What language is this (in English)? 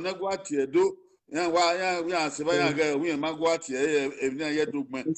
Bini